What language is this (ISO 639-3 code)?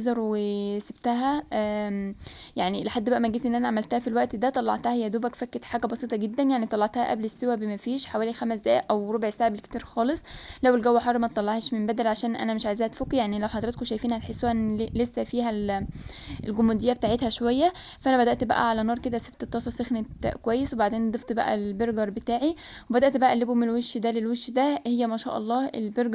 arz